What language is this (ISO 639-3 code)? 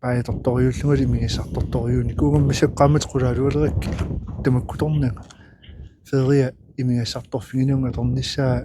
kal